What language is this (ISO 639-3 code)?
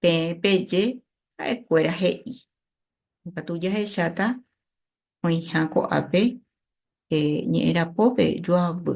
grn